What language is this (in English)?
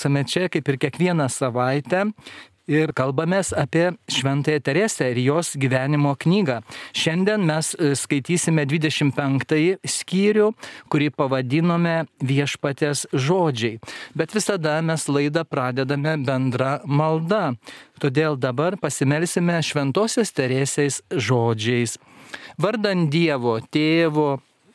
Lithuanian